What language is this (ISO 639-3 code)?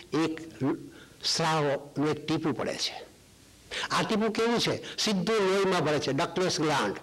guj